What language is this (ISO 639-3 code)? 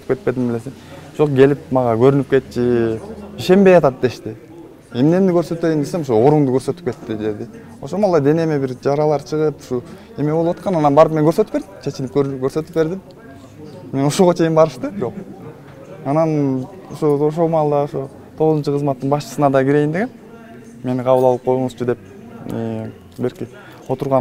kir